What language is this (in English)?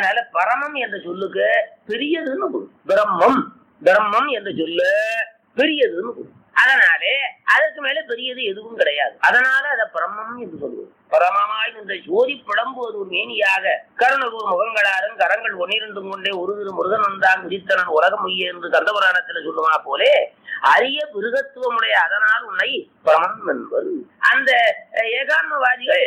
Tamil